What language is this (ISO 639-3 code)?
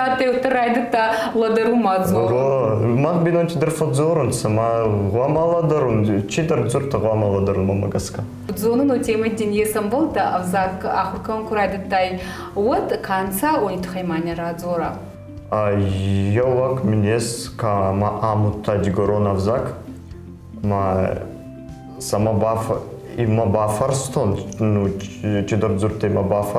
oss